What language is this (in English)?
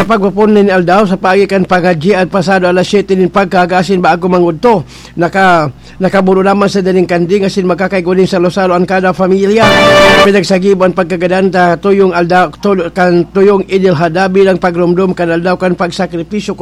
Bikol